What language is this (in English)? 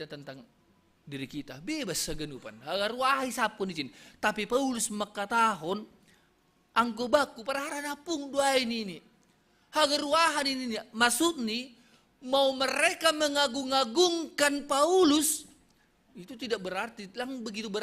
Batak Simalungun